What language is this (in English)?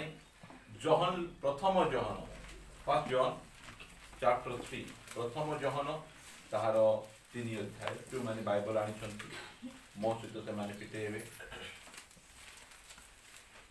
Odia